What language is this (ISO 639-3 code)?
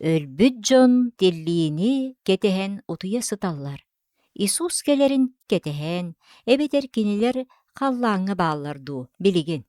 sah